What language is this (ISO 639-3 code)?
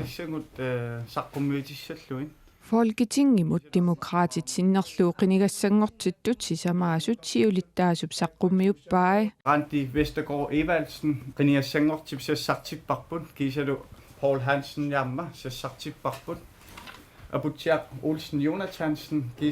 kal